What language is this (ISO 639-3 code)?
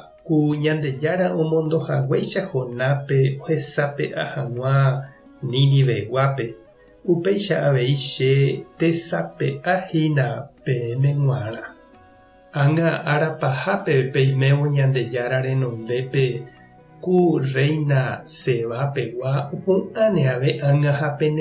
grn